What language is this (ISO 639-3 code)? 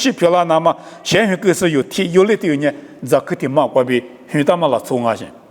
lis